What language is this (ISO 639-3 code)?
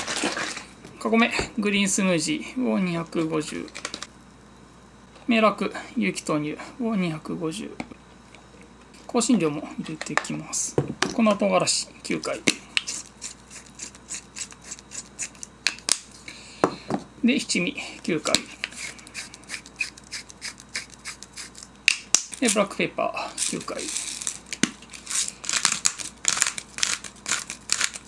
jpn